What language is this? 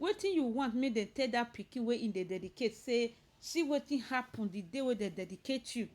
Nigerian Pidgin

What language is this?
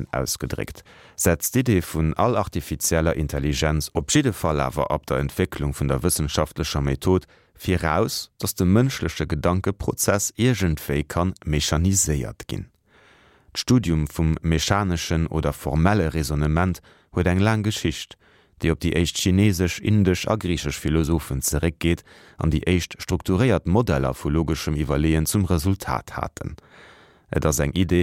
Luxembourgish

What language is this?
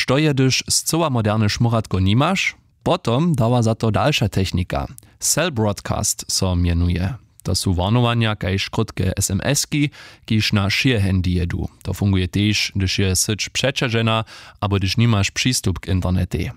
Upper Sorbian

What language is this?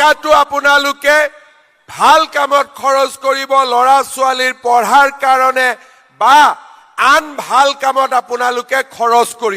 Assamese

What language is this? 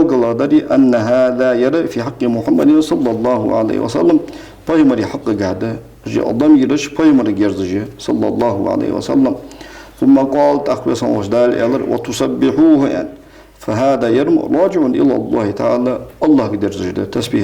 Ingush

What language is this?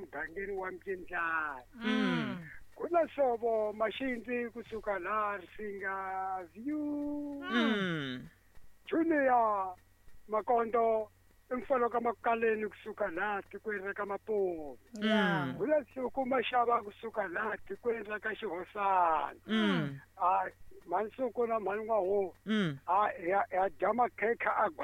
Tsonga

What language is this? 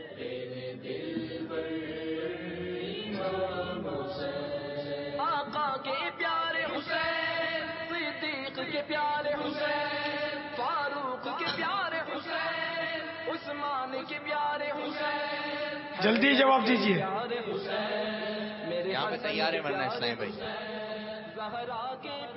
Urdu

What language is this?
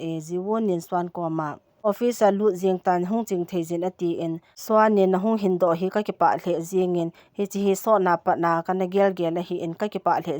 Thado Chin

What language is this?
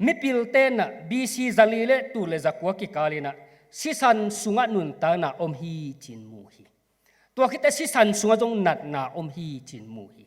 Tedim Chin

